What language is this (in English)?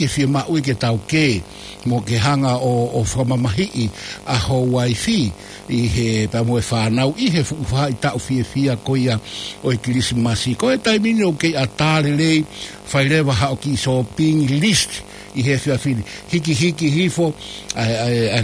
Tongan